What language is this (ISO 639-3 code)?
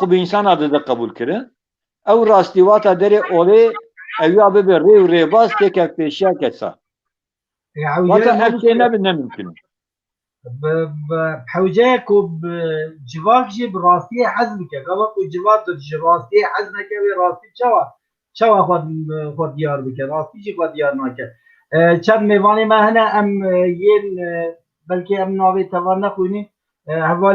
kur